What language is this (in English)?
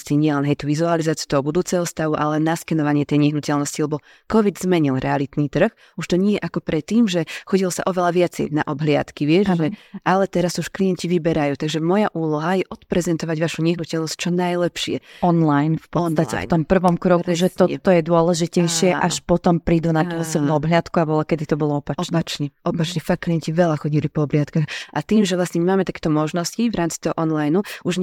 Slovak